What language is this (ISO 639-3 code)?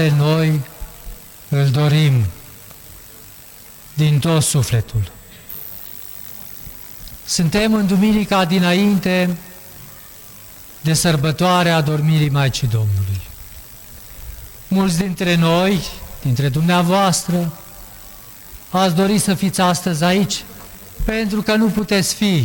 ron